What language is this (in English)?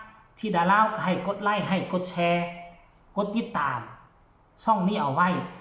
Northeastern Thai